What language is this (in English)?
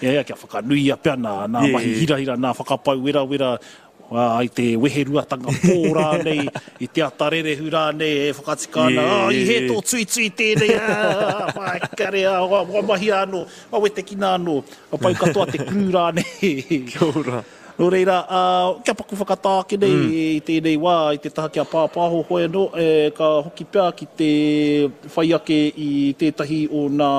Māori